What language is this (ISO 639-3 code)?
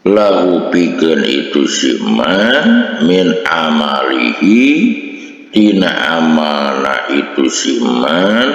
sun